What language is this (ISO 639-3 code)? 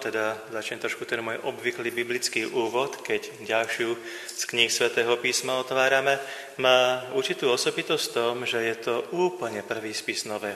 slk